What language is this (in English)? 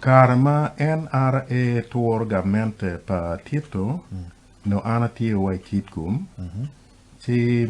Acoli